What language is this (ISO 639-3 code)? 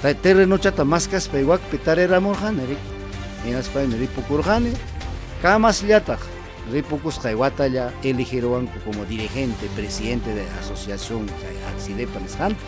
quy